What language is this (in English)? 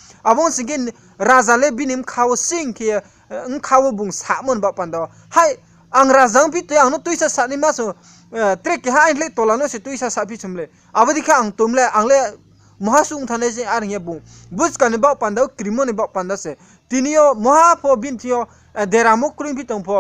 Riang (India)